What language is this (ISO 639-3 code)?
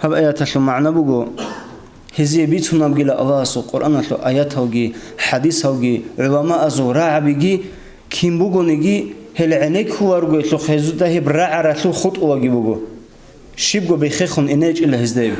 ava